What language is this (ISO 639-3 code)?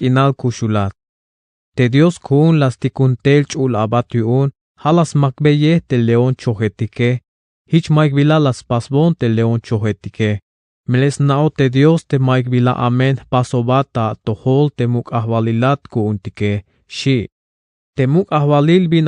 tzh